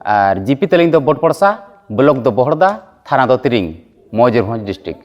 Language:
Santali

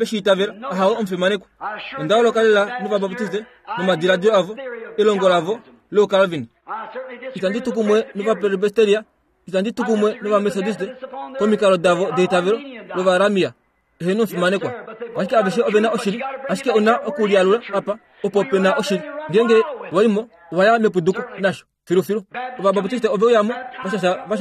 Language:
Kuanyama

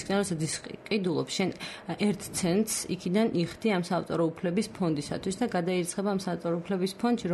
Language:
Georgian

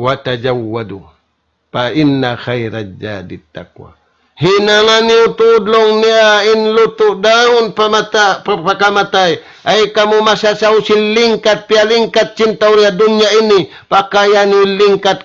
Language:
Tausug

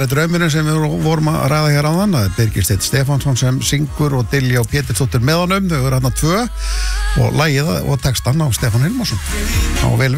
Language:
Icelandic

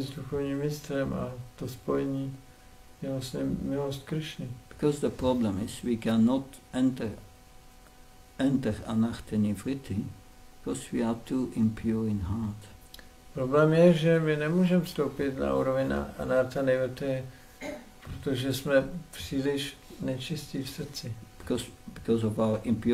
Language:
Czech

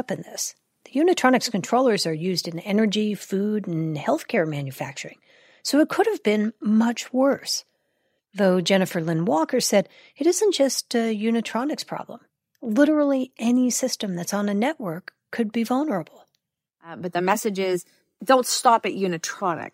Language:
English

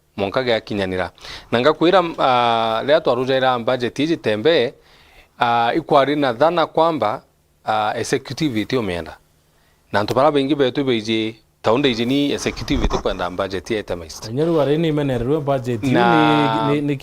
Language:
Meru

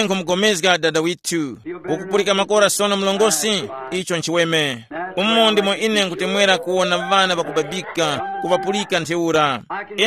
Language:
Tumbuka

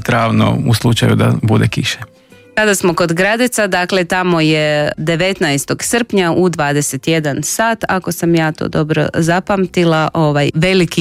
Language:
Croatian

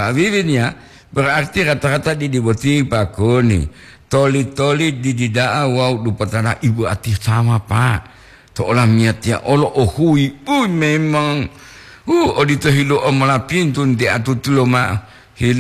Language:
Gorontalo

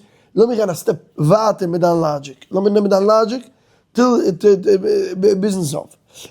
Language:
Yiddish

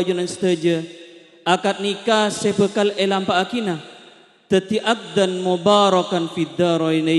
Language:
Madurese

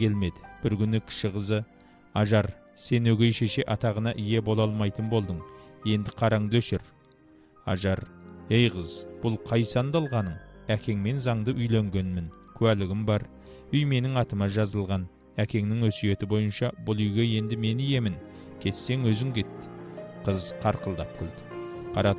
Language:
Kazakh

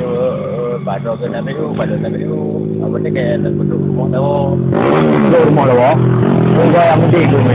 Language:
Achinese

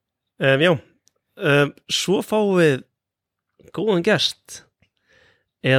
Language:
Icelandic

